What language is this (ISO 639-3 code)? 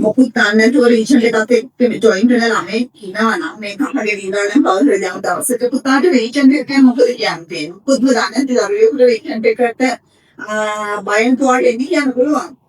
sin